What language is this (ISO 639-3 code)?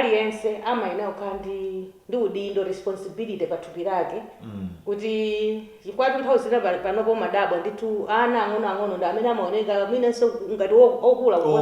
nya